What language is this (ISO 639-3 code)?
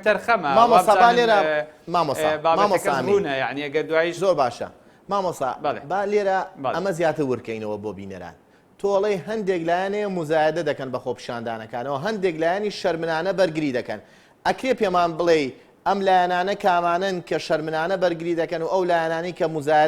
ckb